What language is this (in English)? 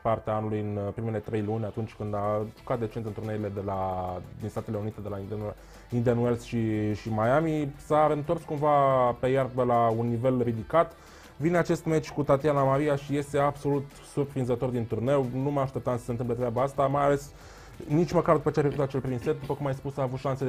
Romanian